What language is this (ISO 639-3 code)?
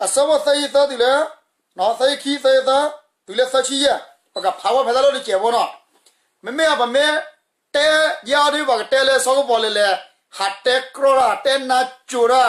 ksw